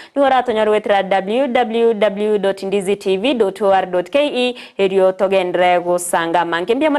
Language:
Gusii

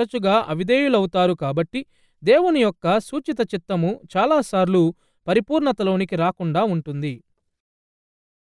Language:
Telugu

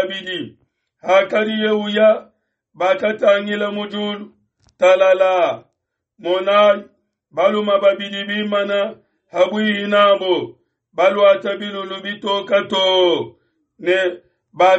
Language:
Luba-Lulua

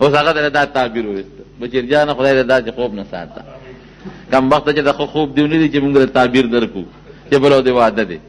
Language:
Pashto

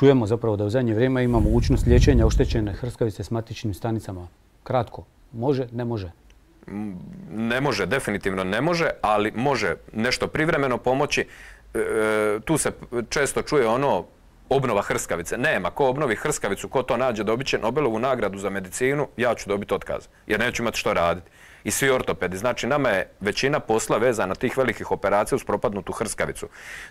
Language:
Croatian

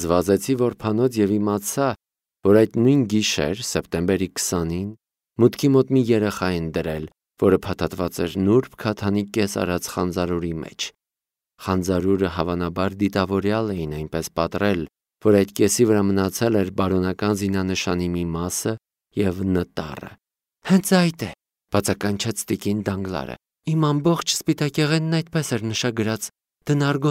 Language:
Armenian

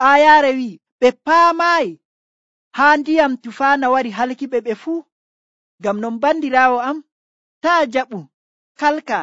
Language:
Nigerian Fulfulde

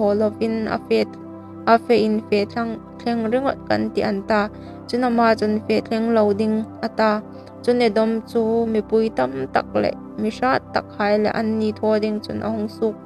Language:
Hmar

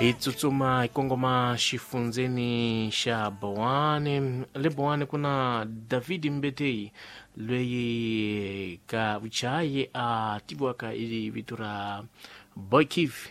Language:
Tsonga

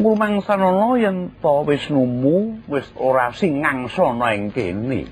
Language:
Javanese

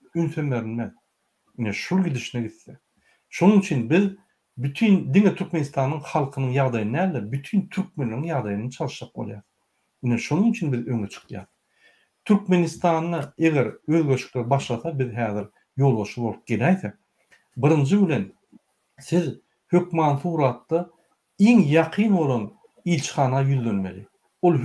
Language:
Turkmen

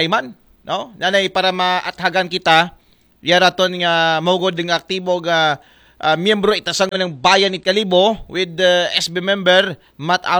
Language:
Aklanon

